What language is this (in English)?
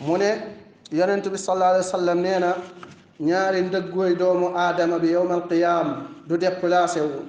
Wolof